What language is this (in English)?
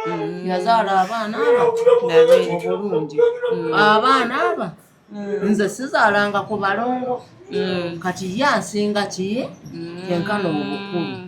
Ganda